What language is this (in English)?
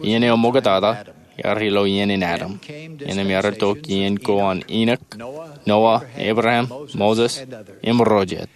Marshallese